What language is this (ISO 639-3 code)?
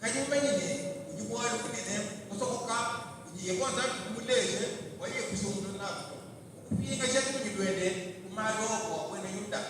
lua